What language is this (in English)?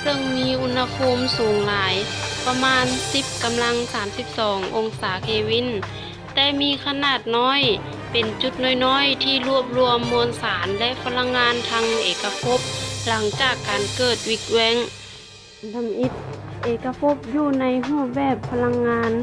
Lao